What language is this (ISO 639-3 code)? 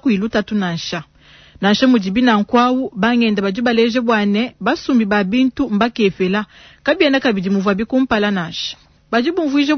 lua